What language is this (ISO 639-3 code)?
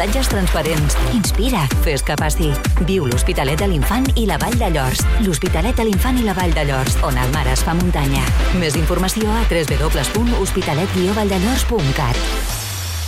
cat